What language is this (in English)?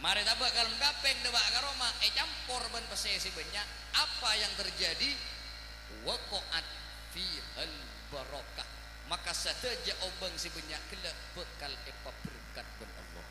Madurese